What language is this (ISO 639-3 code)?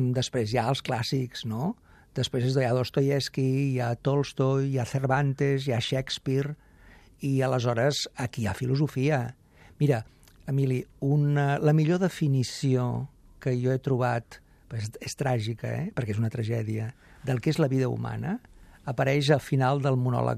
cat